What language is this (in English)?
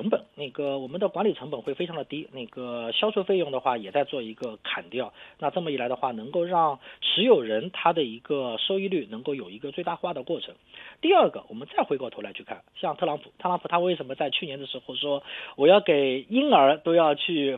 Chinese